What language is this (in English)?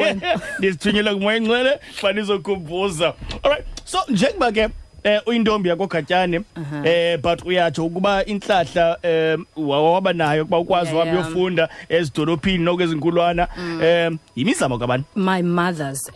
Xhosa